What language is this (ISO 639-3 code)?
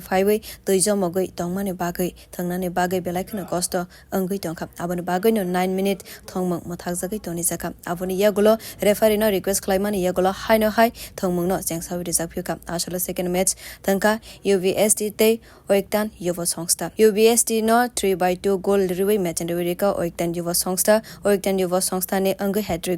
trp